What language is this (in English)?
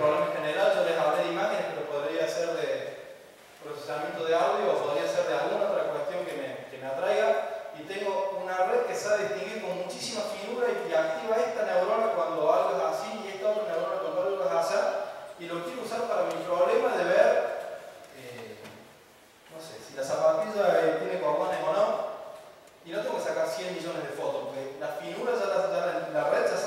Spanish